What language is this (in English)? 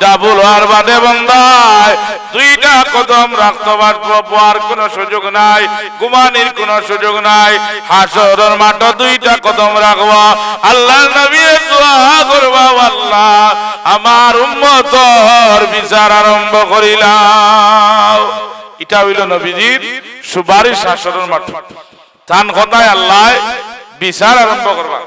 Sylheti